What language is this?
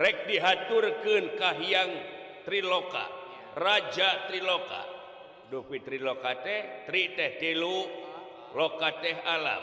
Sundanese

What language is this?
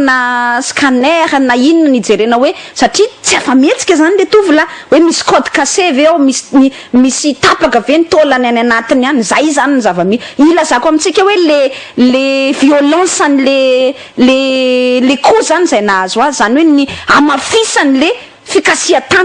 Malagasy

